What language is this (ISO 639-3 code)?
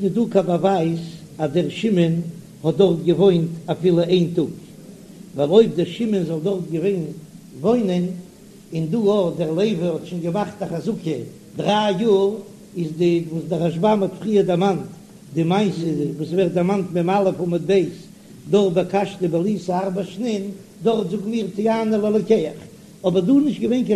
yid